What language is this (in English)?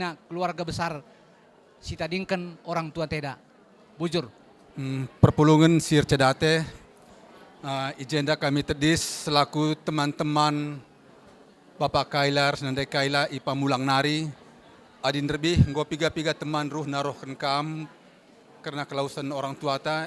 Batak Karo